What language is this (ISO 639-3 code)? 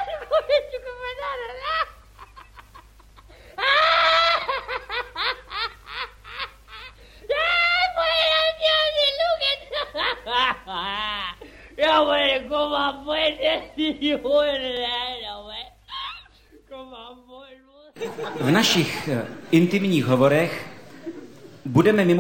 ces